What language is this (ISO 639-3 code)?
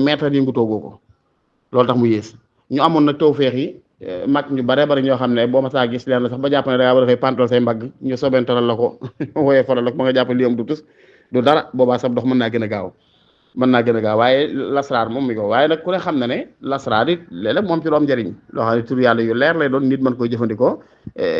wol